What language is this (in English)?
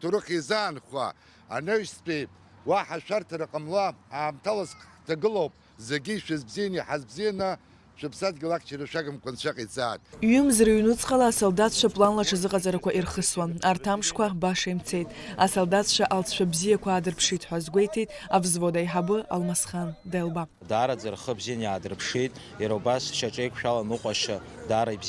Abkhazian